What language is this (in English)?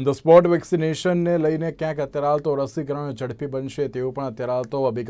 Gujarati